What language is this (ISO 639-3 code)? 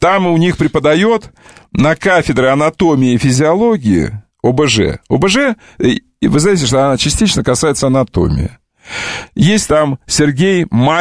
rus